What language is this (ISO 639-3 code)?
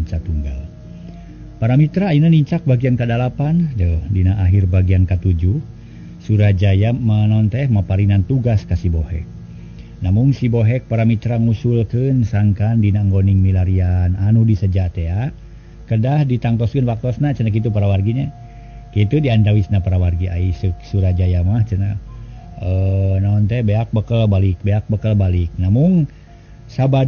sun